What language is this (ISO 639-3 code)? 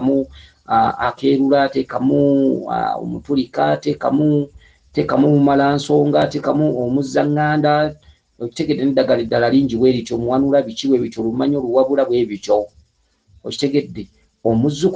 lug